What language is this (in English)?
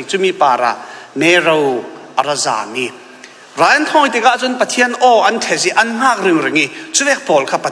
Falam Chin